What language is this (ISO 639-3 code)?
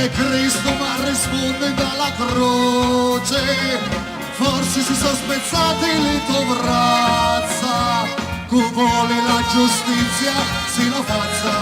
scn